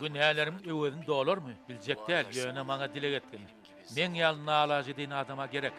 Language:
Turkmen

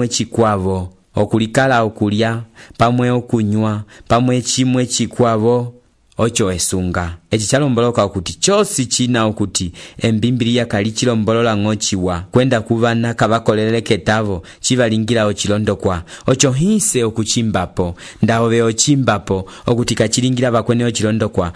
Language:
Umbundu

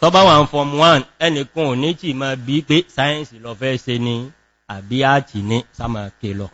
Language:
Yoruba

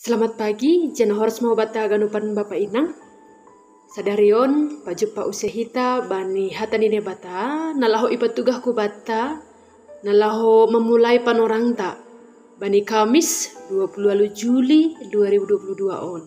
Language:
Batak Simalungun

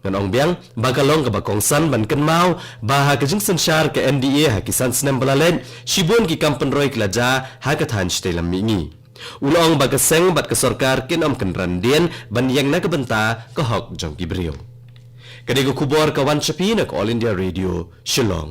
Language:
Khasi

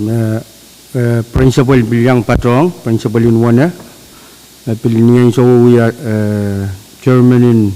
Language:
Pohnpeian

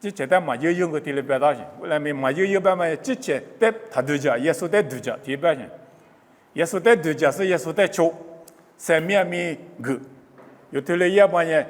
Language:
Lisu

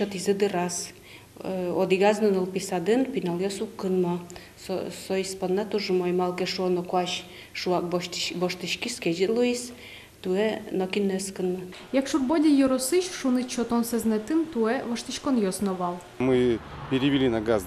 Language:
Udmurt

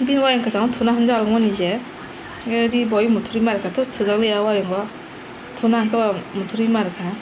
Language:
Kok Borok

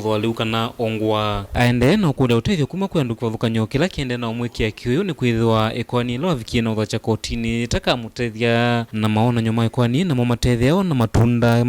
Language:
Kamba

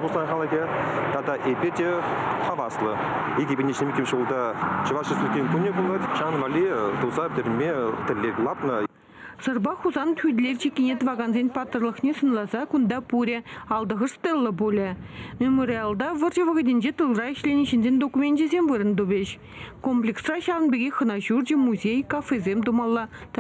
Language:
Chuvash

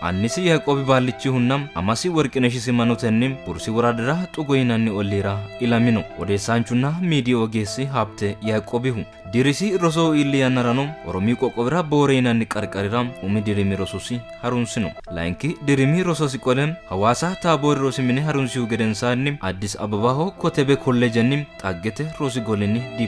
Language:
Sidamo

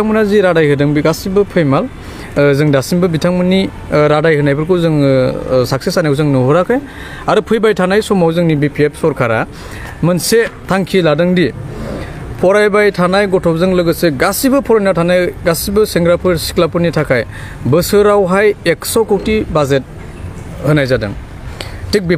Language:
Bodo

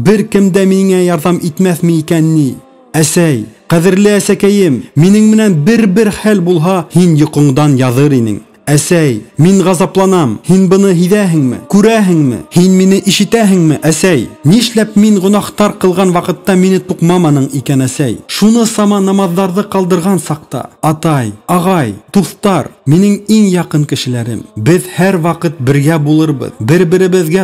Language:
Bashkir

